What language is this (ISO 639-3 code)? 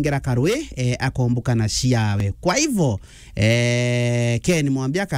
mer